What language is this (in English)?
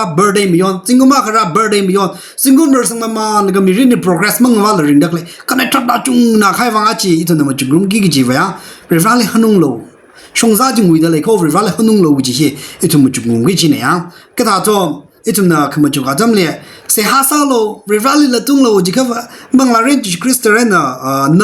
Tangkhul Naga (India)